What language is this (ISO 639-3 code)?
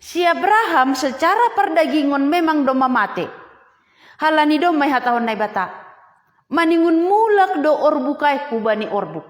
bts